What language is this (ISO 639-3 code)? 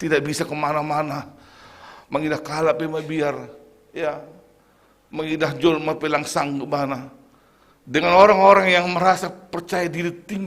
bts